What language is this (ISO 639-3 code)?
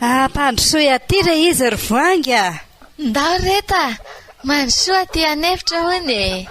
mlg